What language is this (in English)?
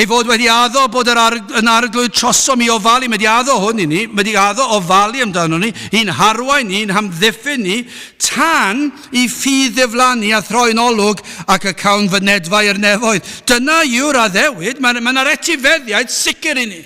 Welsh